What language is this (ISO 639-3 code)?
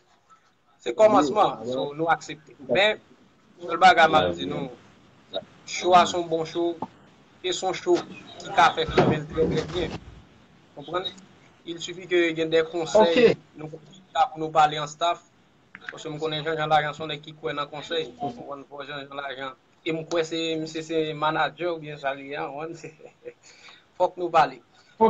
hat